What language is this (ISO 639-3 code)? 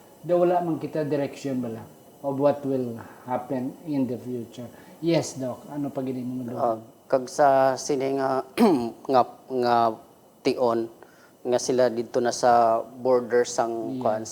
hil